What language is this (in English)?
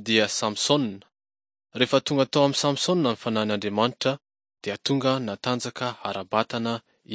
Malagasy